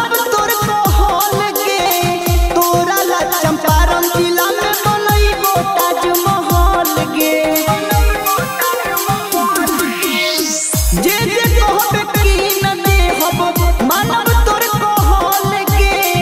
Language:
Bhojpuri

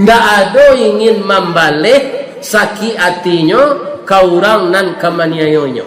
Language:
Minangkabau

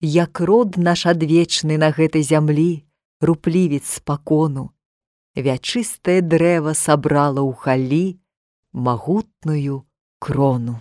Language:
Belarusian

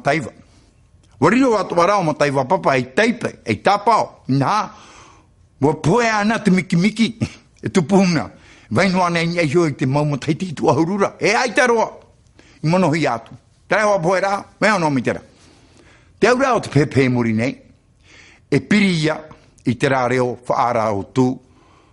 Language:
Tahitian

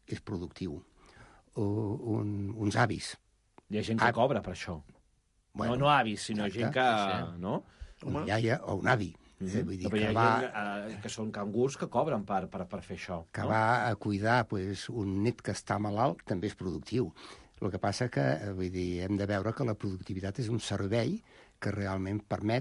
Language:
Catalan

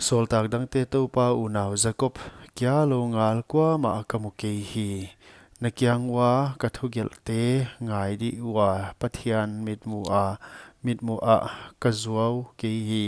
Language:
Paite Chin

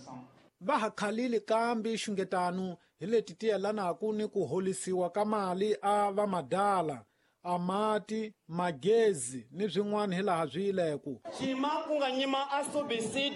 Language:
Tsonga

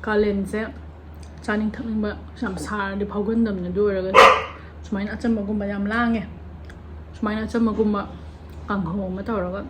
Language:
Manipuri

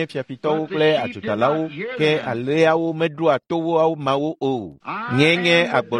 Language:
Ewe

